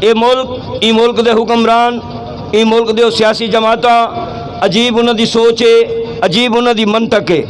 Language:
Saraiki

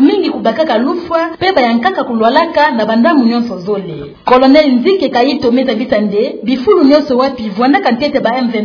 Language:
Kituba (Democratic Republic of Congo)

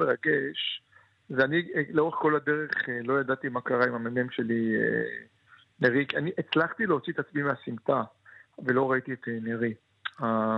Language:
Hebrew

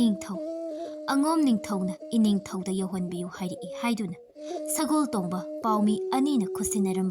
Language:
Manipuri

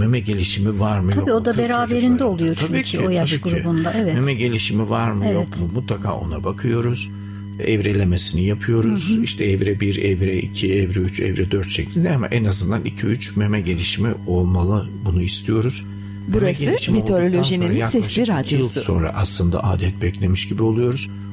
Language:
Turkish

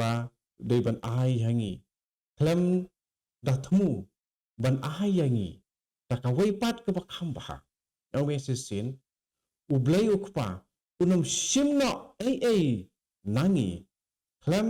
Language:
Khasi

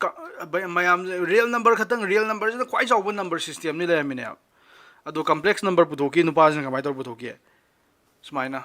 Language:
Manipuri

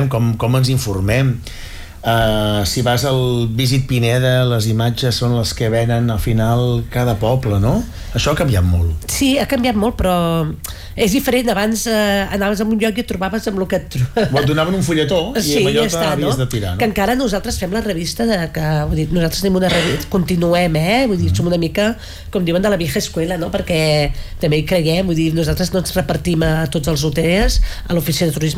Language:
Catalan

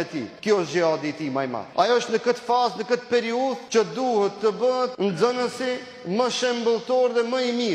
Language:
Albanian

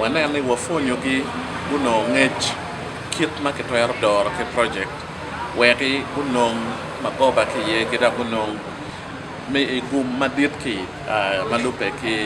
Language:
Acoli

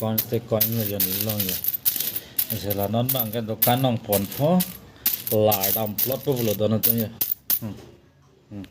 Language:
Karbi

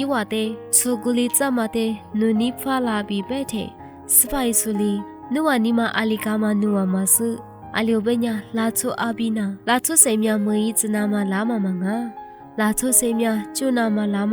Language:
Lisu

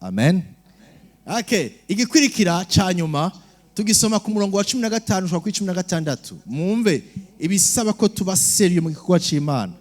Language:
Rundi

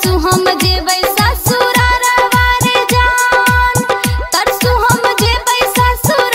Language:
Bhojpuri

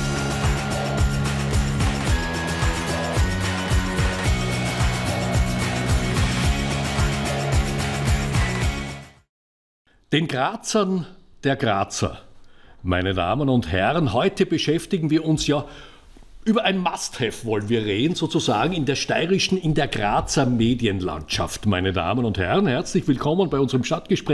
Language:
German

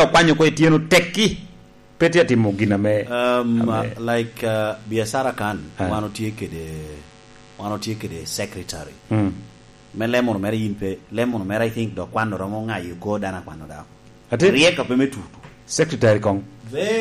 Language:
Lango (Uganda)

